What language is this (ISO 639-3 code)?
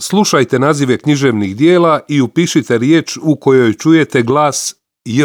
hrv